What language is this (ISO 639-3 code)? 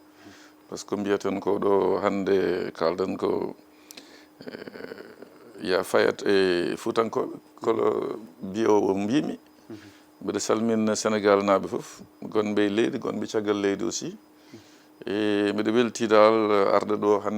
ful